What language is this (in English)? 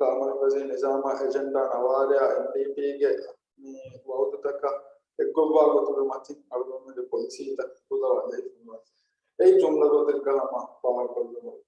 Divehi